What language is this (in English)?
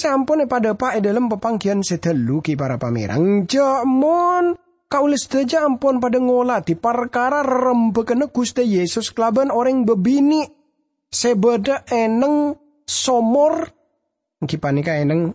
Madurese